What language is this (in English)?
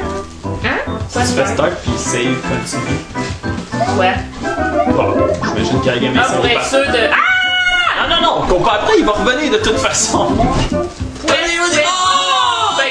French